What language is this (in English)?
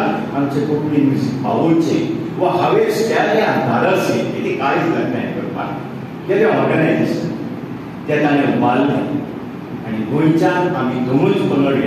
Konkani